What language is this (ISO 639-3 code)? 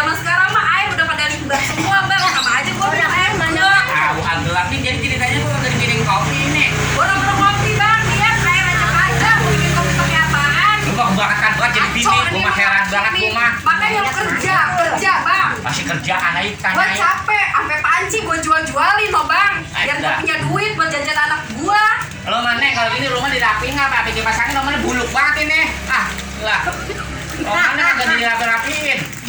bew